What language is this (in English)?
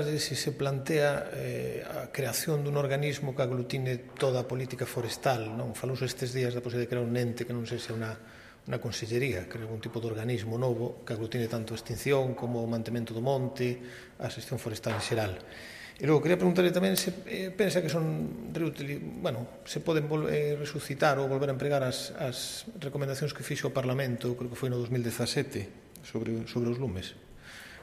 Galician